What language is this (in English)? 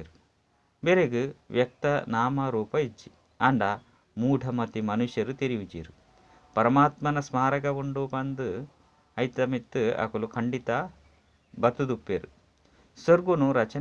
Tulu